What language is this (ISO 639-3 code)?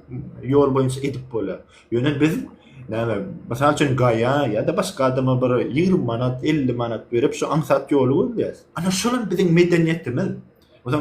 tuk